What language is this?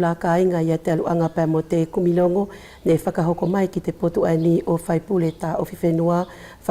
Wallisian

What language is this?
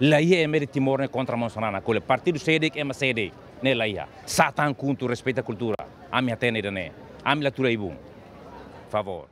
Tetum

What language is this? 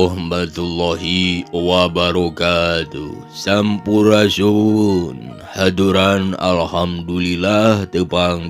Sundanese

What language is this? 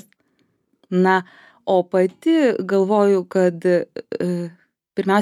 Lithuanian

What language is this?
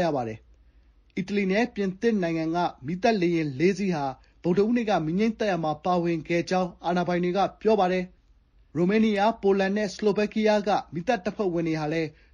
Burmese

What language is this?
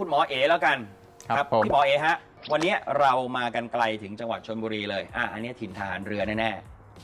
Thai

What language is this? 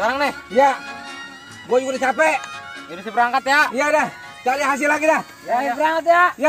Betawi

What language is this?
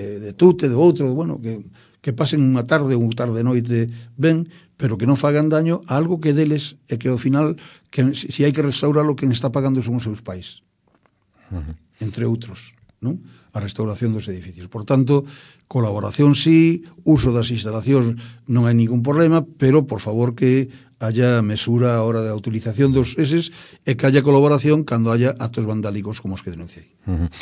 Galician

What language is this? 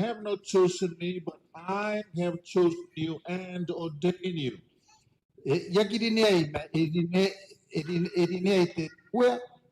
Gilbertese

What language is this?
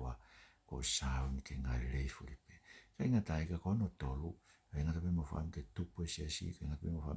Tongan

